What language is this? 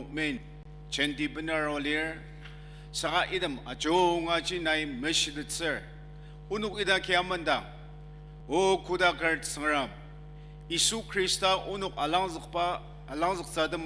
Ao Naga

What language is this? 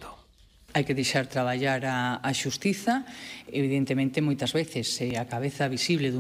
Galician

